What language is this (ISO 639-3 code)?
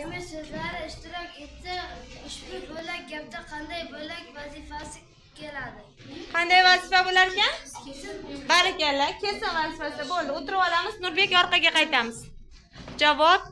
uzb